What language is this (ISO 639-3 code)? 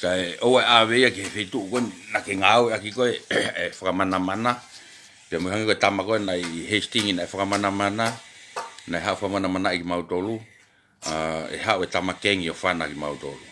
ton